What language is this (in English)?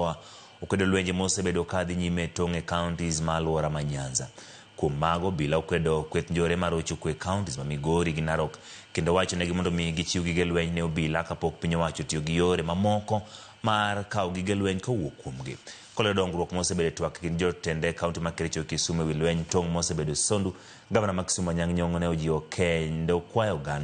Luo (Kenya and Tanzania)